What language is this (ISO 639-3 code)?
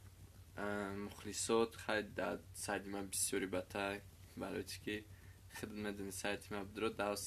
tgk